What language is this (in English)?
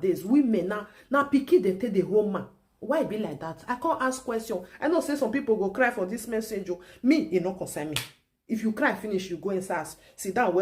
Nigerian Pidgin